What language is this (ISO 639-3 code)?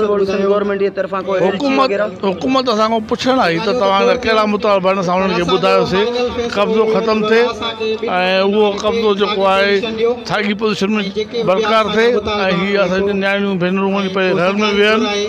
snd